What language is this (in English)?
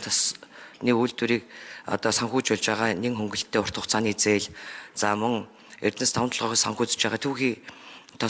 Mongolian